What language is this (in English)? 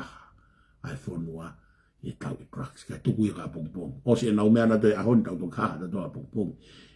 Tongan